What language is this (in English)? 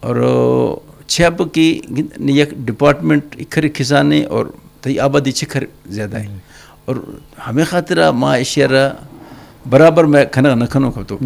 Eastern Balochi